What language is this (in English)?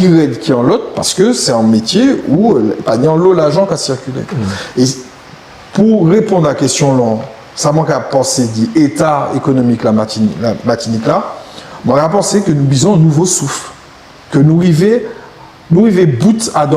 Guadeloupean Creole French